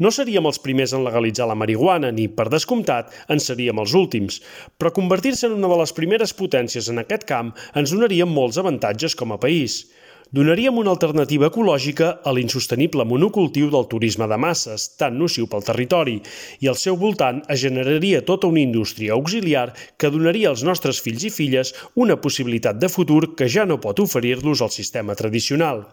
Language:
Catalan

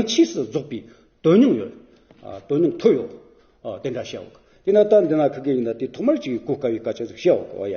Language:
Amdo Tibetan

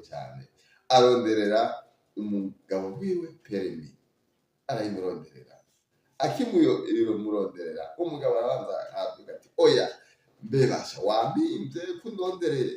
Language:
Rundi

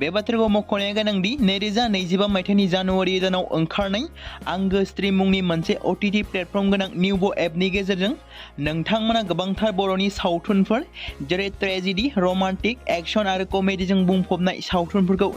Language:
Bodo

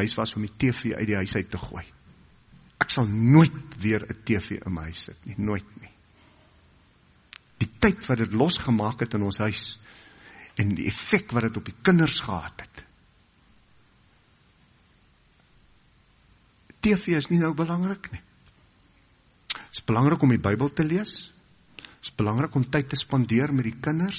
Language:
Afrikaans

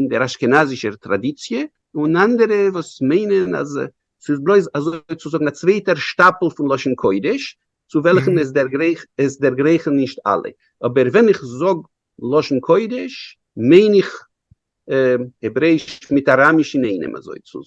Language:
Yiddish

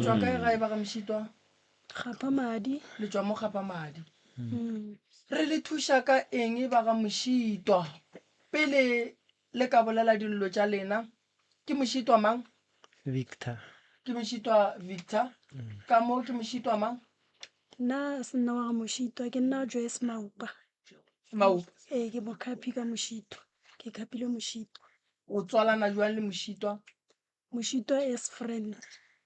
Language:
Northern Sotho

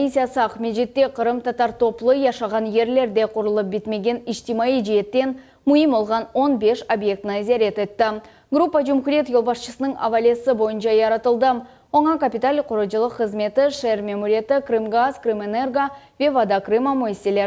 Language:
Crimean Tatar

